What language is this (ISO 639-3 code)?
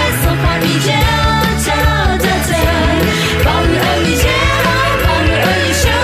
ahk